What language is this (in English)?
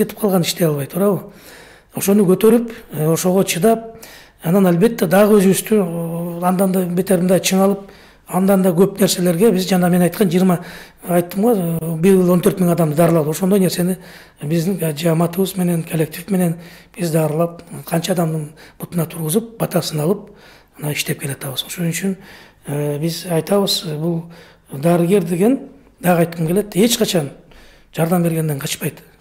Kyrgyz